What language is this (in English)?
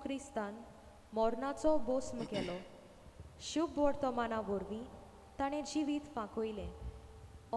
Konkani